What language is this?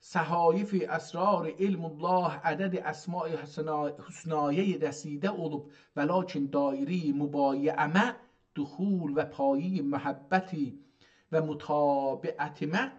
South Azerbaijani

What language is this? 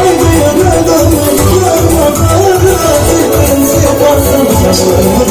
Turkmen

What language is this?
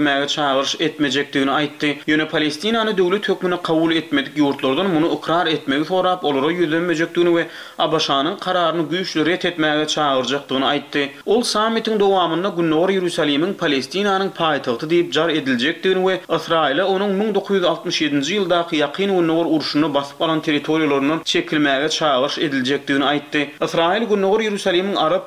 Turkmen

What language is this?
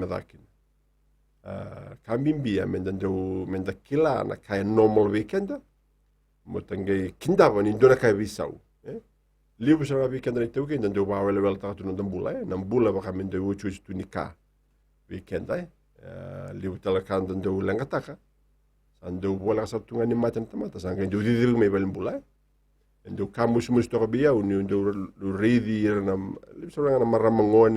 Fijian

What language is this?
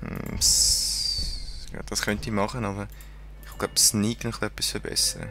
Swiss German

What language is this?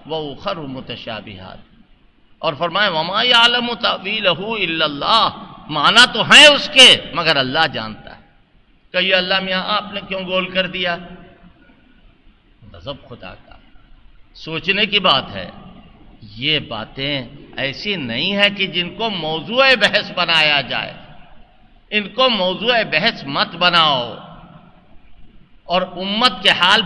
Urdu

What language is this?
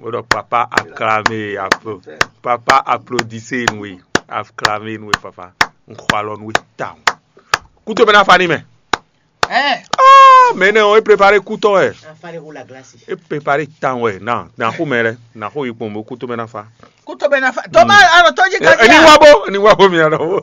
Fon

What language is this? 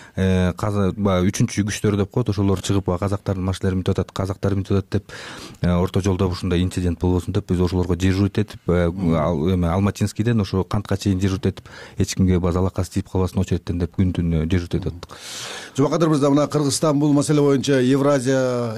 Kyrgyz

